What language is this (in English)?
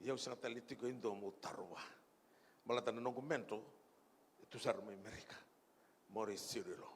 Fijian